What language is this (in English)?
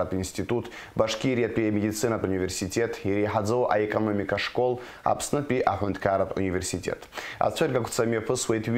Abkhazian